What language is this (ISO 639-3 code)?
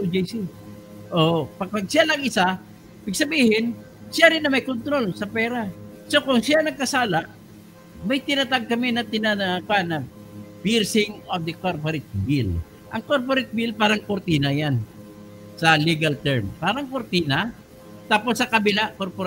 fil